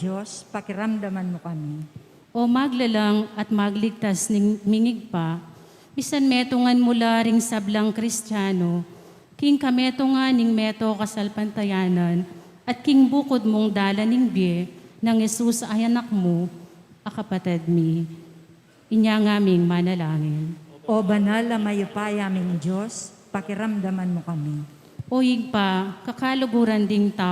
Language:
Pampanga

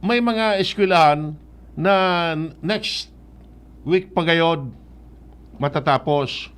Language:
Bikol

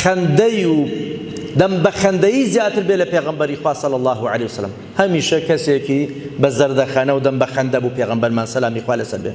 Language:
Central Kurdish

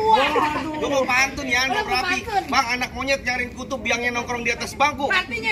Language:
Betawi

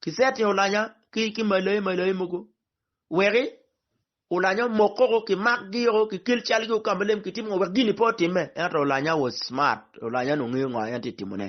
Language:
Acoli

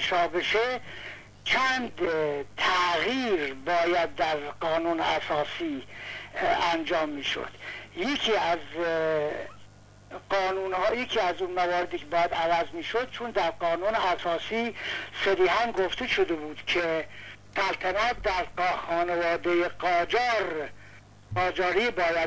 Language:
Persian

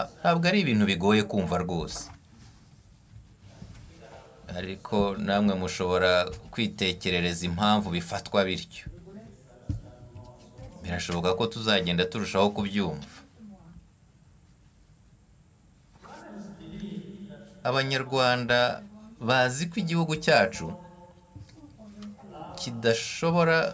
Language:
Kinyarwanda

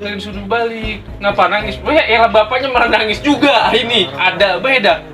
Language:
Betawi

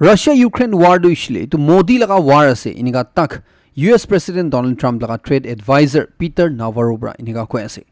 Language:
Naga Pidgin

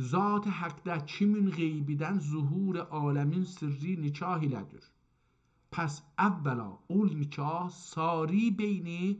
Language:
South Azerbaijani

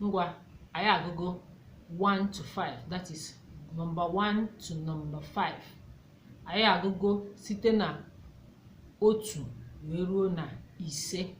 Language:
Igbo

